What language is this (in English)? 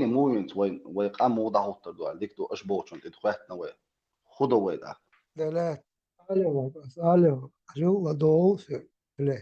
Chechen